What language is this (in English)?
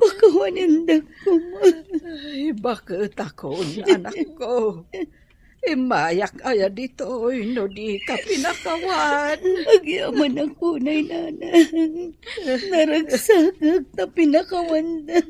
Iloko